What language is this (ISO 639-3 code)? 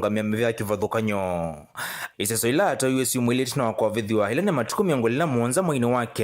kam